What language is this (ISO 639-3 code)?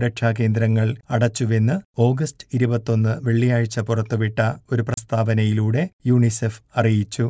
mal